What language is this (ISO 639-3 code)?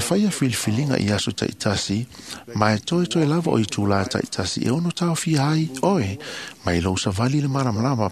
smo